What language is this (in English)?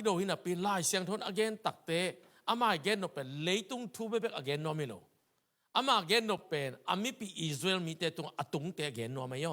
Tedim Chin